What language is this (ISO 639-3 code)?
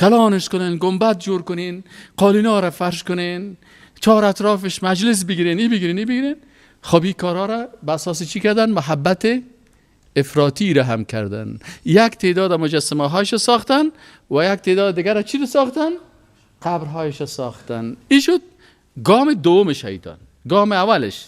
fas